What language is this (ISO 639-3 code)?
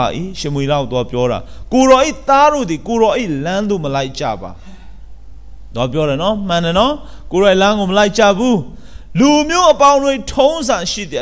mya